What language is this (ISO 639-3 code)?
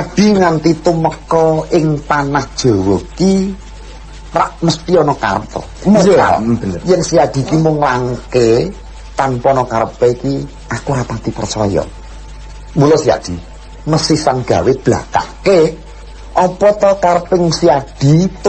jav